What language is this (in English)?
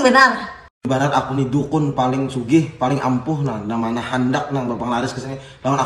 Banjar